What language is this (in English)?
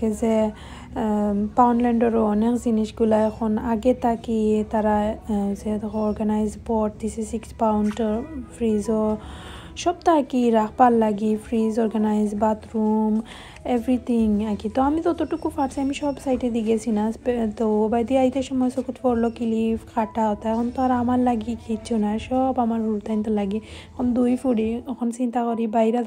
Sylheti